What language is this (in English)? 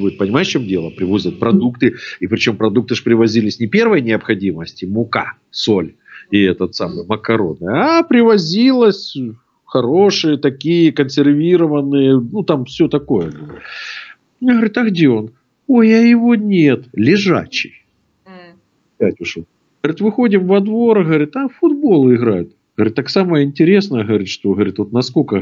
Russian